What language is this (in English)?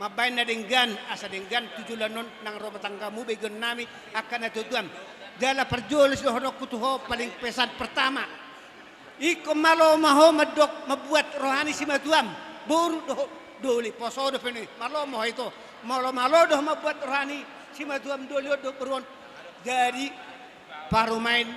Batak Toba